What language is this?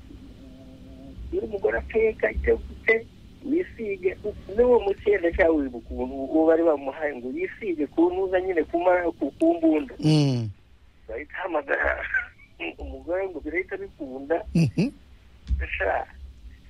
Kinyarwanda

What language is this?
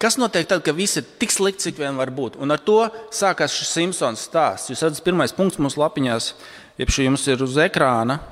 Latvian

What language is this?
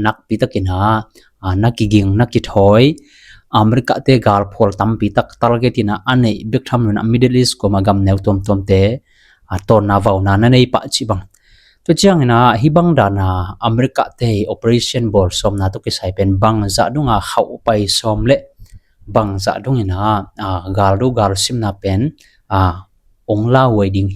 Tedim Chin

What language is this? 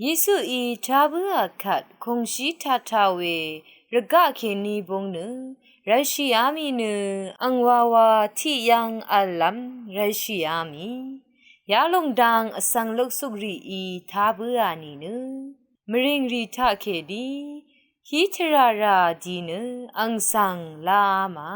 Rawang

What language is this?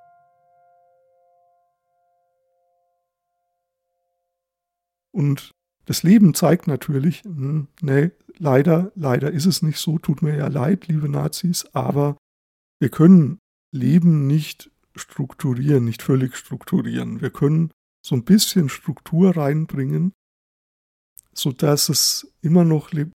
German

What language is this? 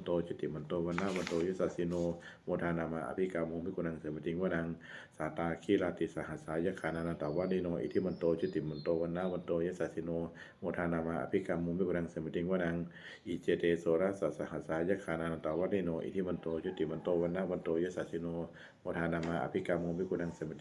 Pali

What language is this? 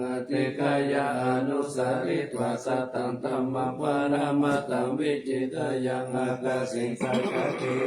Pali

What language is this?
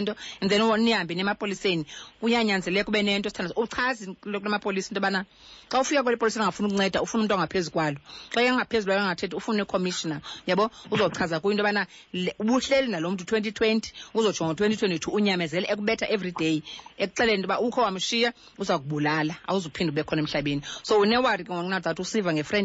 Xhosa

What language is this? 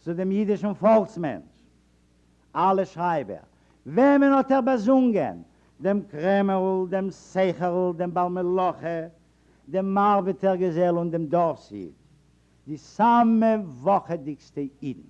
Yiddish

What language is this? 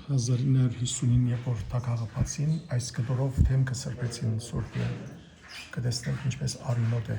Western Armenian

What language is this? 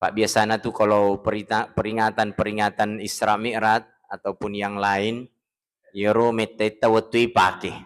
Buginese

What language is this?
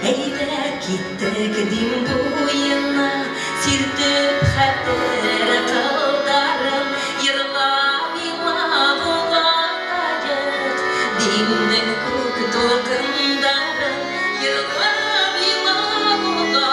Bashkir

